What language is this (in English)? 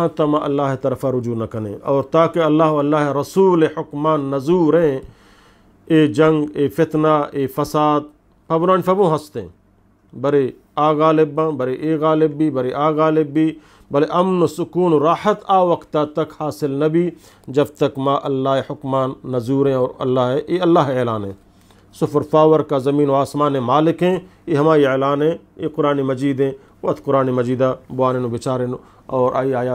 Eastern Balochi